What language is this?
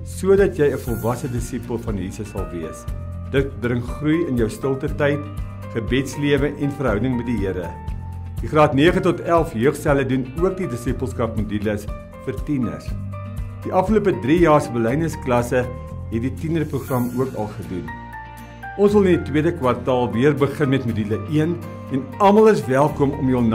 Afrikaans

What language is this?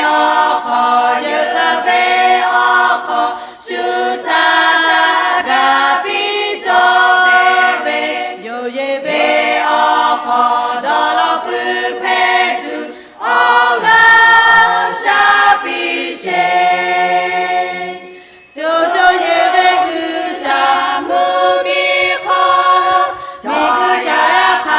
Lahu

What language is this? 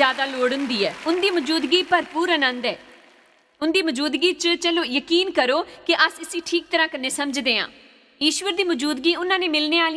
Dogri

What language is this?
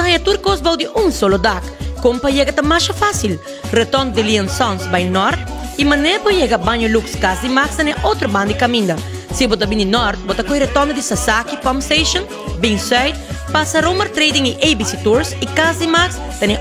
Papiamento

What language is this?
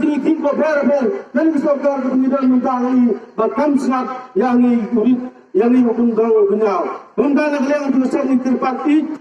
Khasi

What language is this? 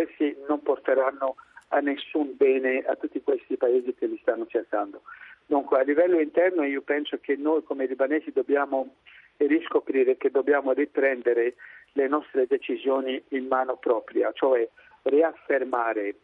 Italian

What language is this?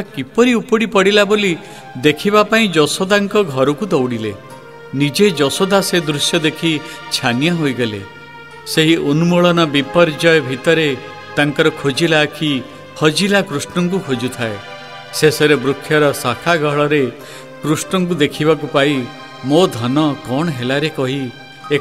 Odia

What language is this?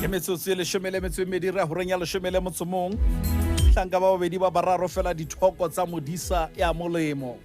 Southern Sotho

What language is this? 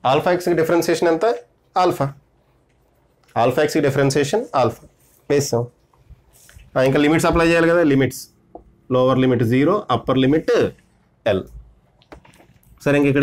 Telugu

